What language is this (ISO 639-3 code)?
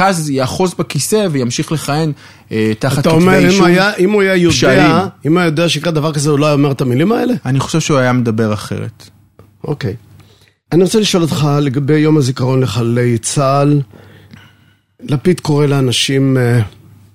heb